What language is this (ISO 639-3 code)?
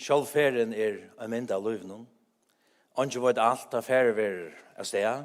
fao